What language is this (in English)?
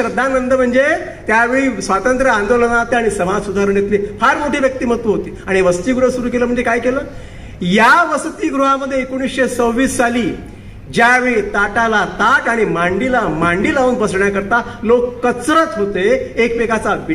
Marathi